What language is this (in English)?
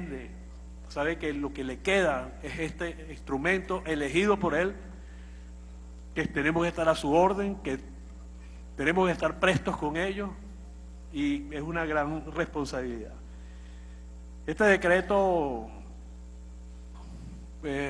Spanish